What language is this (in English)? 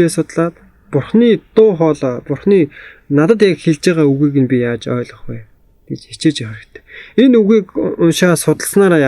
Mongolian